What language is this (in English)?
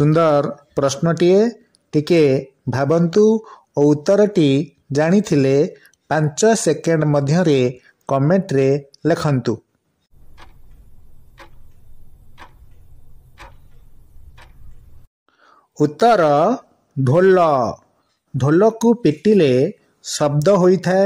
Odia